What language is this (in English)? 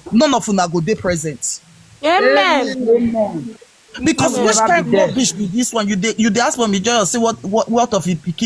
Nigerian Pidgin